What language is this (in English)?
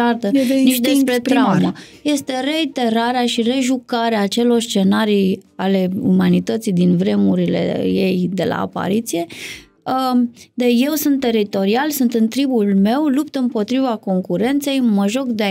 Romanian